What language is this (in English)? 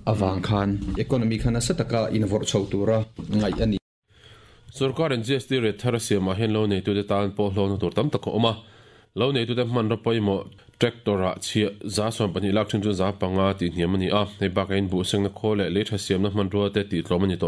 Mizo